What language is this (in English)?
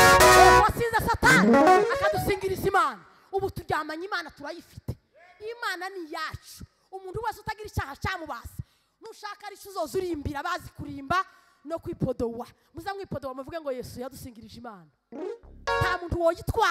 Kinyarwanda